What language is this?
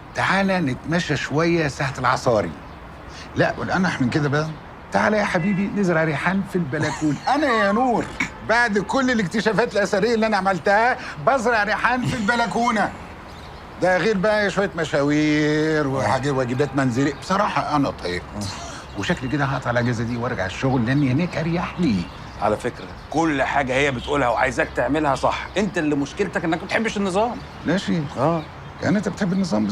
Egyptian Arabic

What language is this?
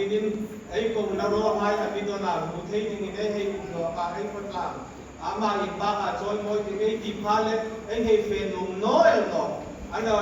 Hmar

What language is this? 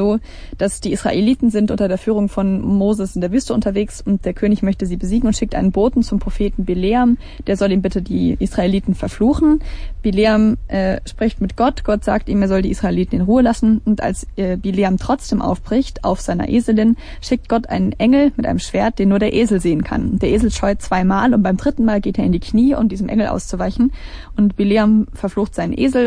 German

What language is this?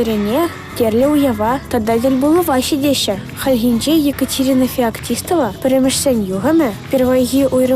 Chuvash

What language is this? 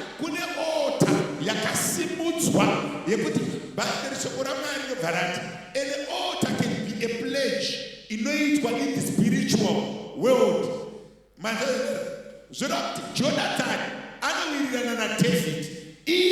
Shona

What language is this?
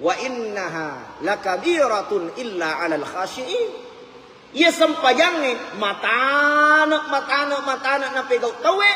Buginese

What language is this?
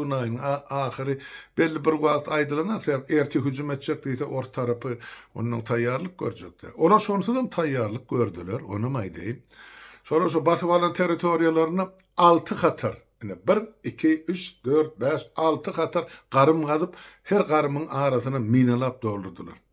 Turkmen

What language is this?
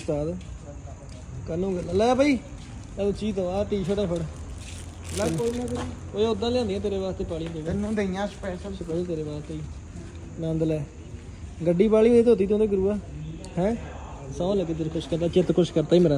Punjabi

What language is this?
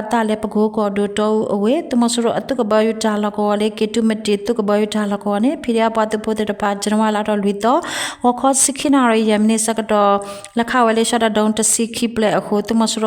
S'gaw Karen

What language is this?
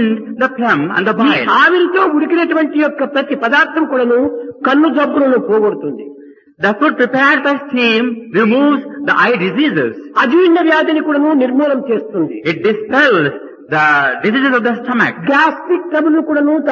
Telugu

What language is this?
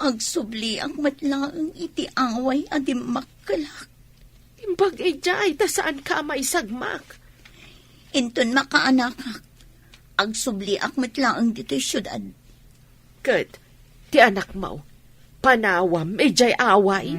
Iloko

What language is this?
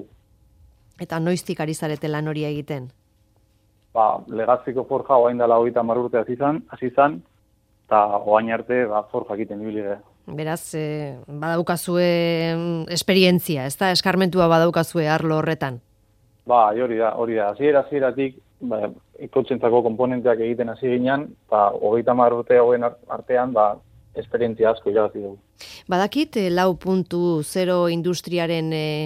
Basque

